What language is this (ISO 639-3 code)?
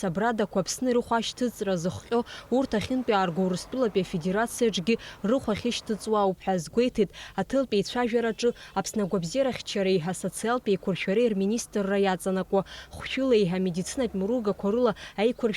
abk